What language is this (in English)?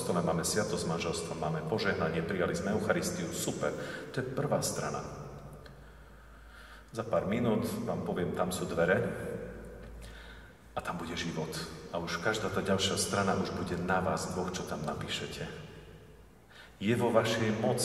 Slovak